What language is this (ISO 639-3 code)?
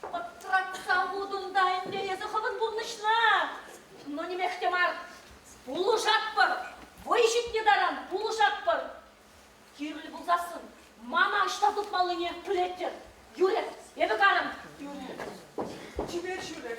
chv